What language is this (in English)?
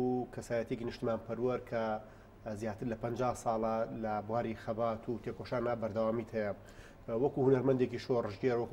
Central Kurdish